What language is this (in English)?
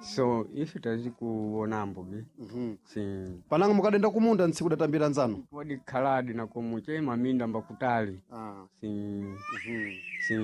Sena